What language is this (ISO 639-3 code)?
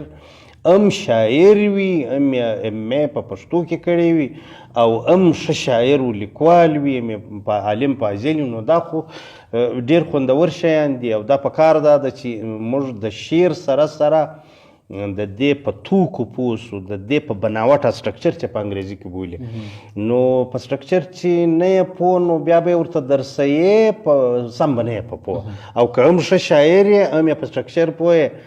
pus